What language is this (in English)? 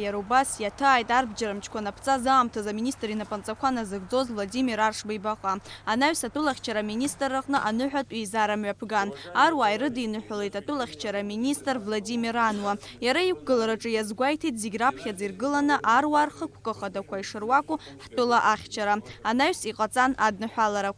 Abkhazian